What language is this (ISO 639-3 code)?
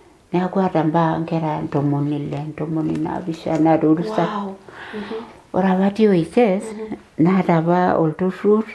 mas